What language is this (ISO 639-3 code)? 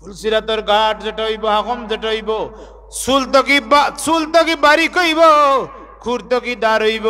syl